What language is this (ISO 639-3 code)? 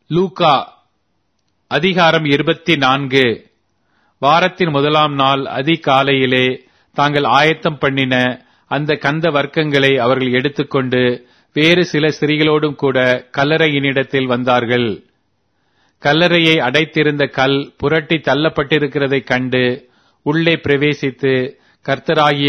tam